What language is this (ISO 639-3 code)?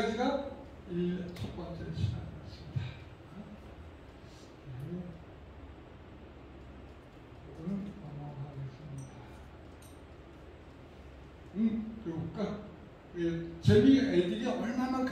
kor